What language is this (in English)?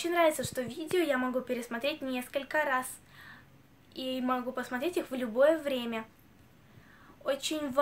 Russian